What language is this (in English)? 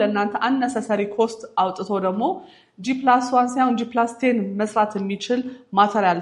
Amharic